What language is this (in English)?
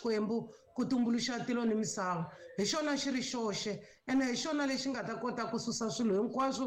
Tsonga